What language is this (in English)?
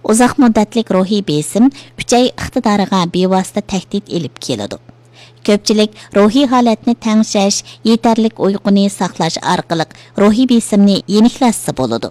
Uyghur